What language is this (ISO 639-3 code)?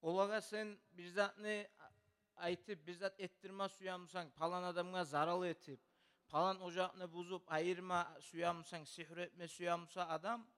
kum